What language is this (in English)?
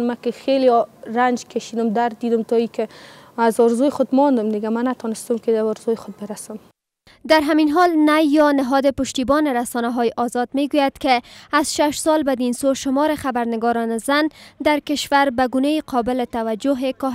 Persian